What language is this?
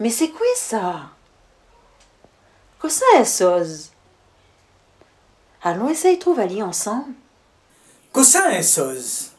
Réunion Creole French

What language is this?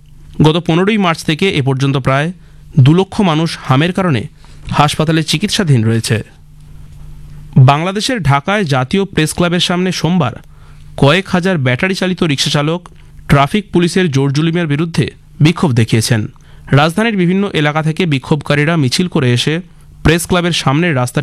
Bangla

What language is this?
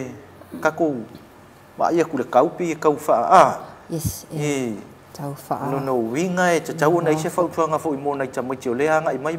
Samoan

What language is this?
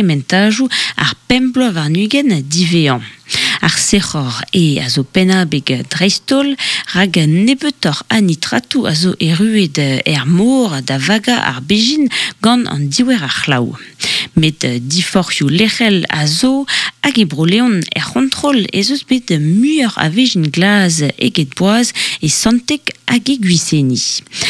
Breton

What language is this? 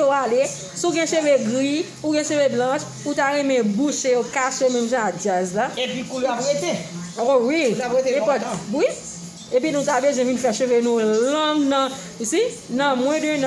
Haitian Creole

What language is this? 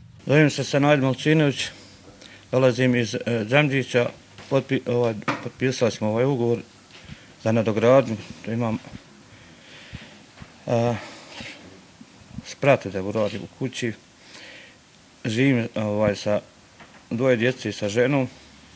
Bosnian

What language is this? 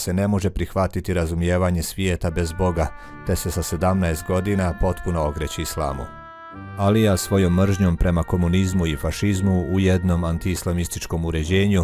Bosnian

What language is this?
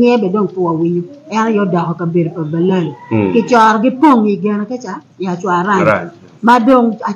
Acoli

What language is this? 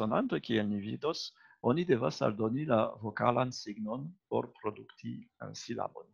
Esperanto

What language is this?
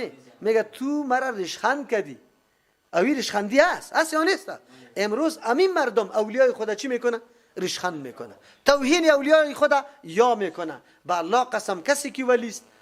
Persian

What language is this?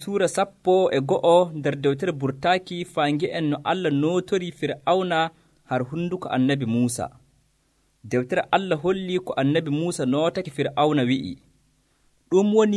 Nigerian Fulfulde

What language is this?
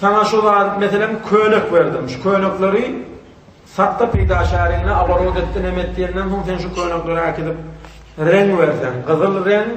Turkmen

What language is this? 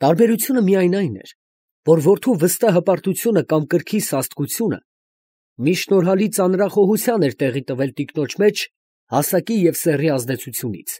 Armenian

